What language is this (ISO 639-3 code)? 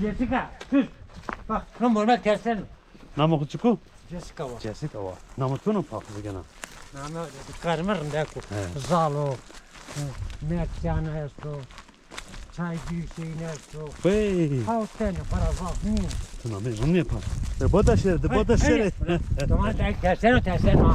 zza